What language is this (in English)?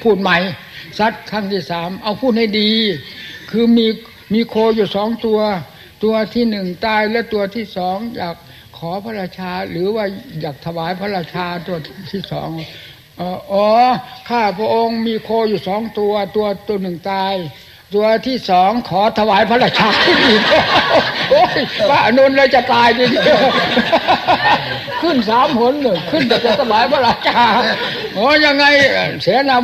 Thai